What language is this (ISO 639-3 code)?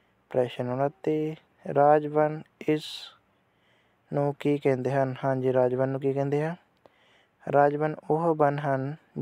pan